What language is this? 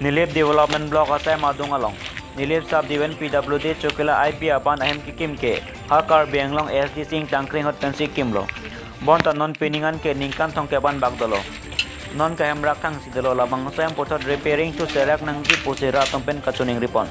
Karbi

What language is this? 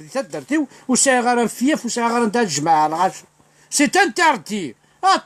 Kabyle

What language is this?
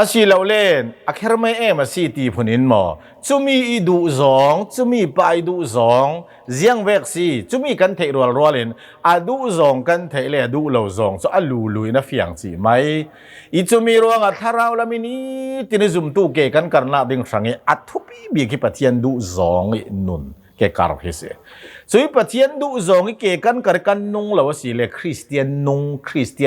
Hakha Chin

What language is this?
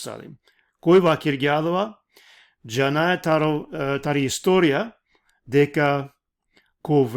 Balkan Romani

